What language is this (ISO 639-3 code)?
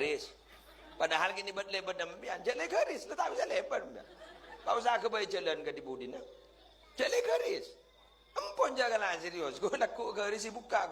mad